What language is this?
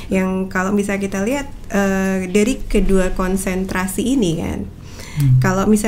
Indonesian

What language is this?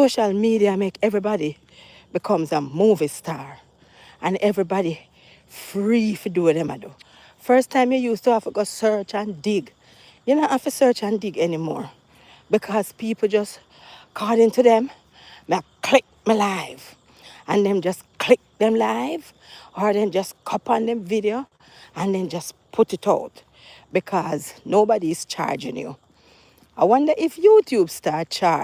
Jamaican Creole English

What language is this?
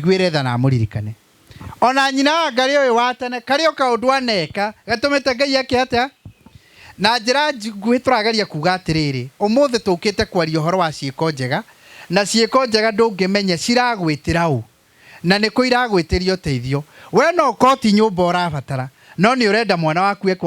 Kikuyu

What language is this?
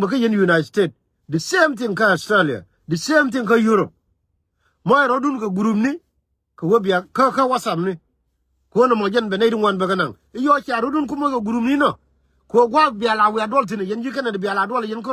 Nuer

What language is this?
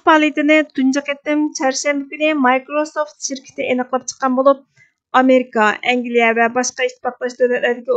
Uyghur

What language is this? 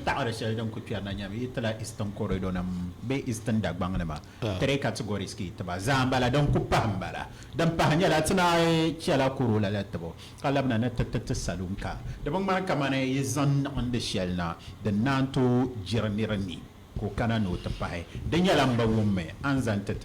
Dagbani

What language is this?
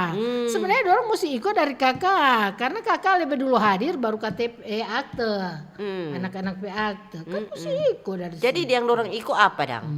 Manado Malay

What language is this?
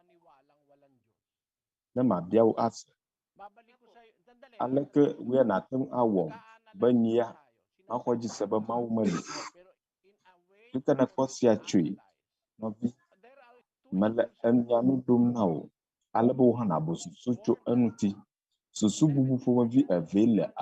Ewe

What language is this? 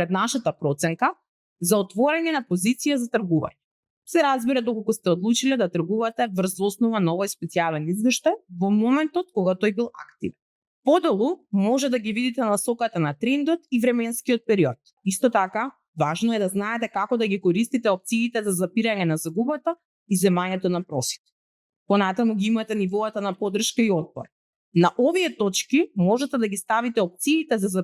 Macedonian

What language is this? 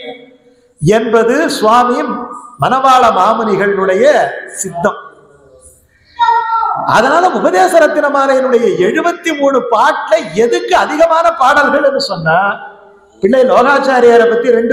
Tamil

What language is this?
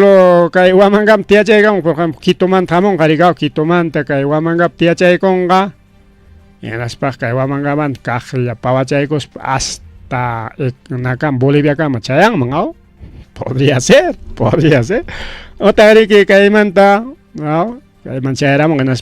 Ayacucho Quechua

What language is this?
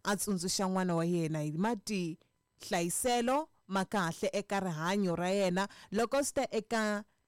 Tsonga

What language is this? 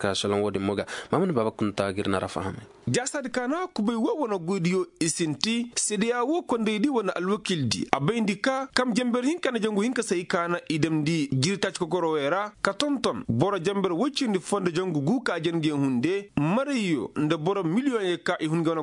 Koyraboro Senni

